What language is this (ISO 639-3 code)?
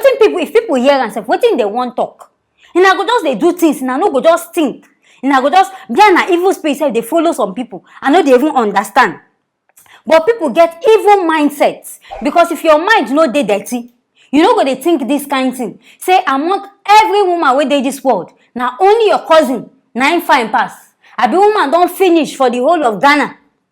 pcm